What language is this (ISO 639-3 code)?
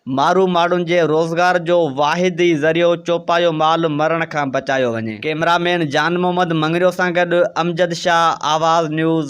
snd